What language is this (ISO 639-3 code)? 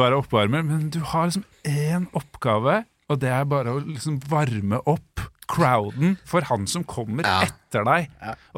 nor